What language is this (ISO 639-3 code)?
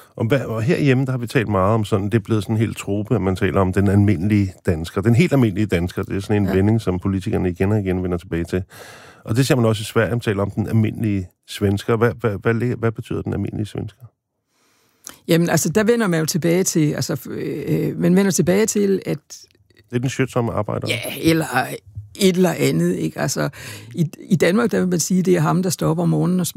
dan